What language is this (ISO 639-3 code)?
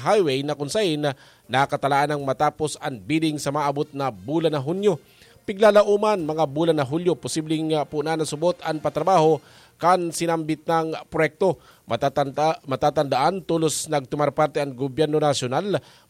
bik